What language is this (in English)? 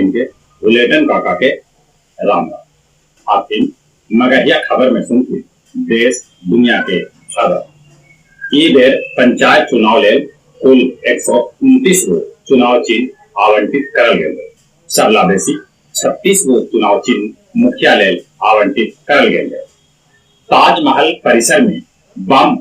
Magahi